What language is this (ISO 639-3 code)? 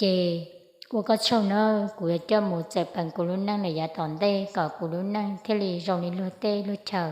hmn